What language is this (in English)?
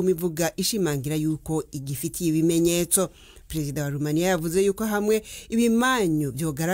Kinyarwanda